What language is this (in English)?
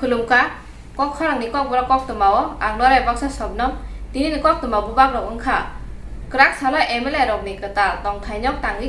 Kok Borok